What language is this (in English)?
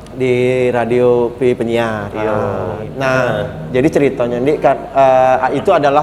Musi